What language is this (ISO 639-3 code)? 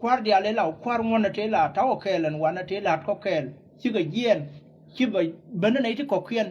nus